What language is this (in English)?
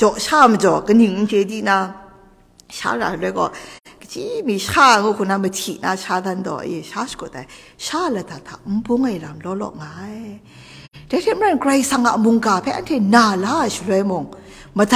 Kachin